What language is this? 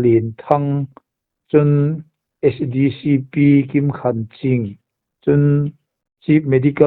Hmar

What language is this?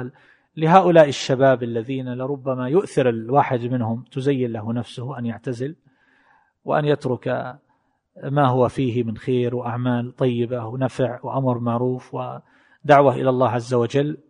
Arabic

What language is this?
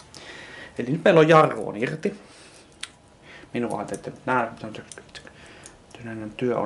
Finnish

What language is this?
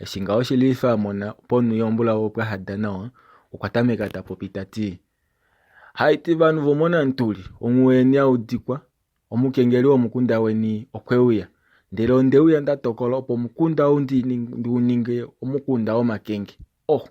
Kuanyama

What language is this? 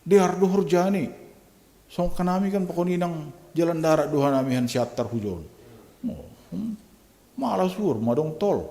Batak Simalungun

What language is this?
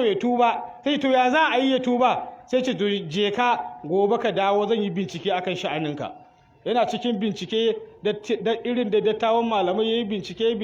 Hausa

